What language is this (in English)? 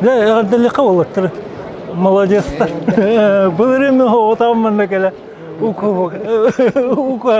Yakut